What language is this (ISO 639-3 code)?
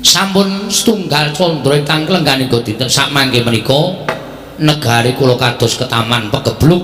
jav